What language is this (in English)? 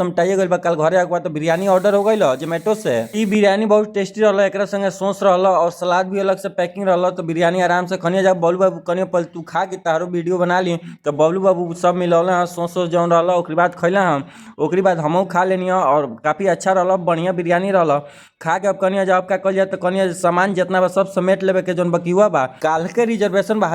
Bhojpuri